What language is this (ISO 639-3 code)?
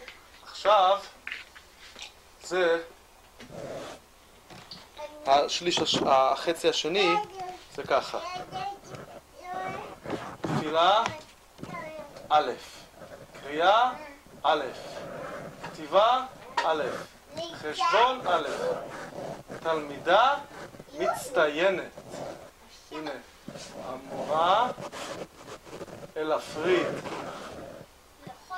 heb